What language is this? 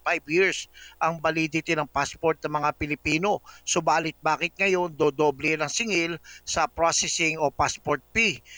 Filipino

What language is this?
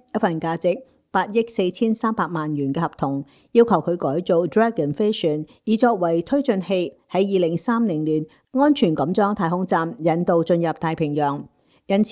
Cantonese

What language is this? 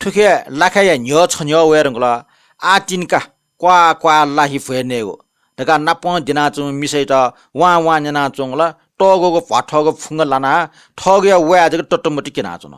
Newari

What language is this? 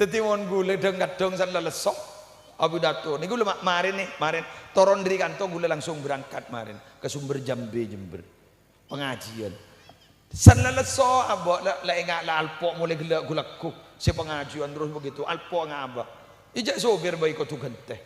Madurese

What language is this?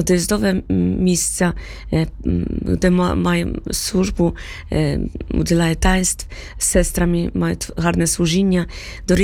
Ukrainian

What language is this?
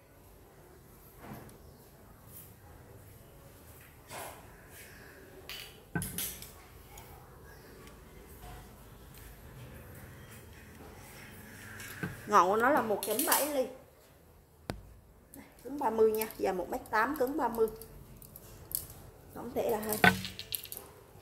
Vietnamese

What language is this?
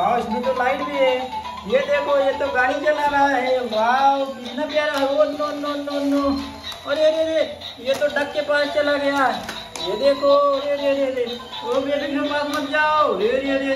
Hindi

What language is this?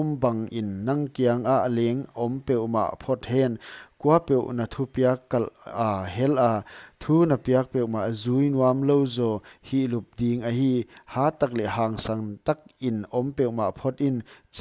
Paite Chin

